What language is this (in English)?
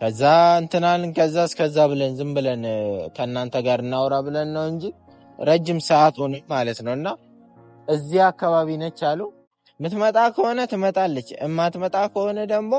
Amharic